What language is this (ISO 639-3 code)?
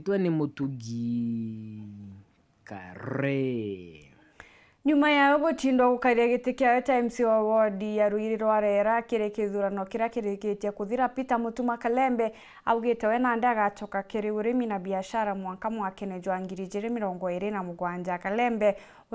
mer